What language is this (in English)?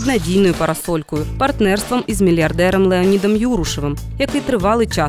Ukrainian